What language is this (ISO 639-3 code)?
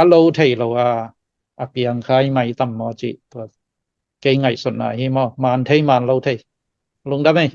ctd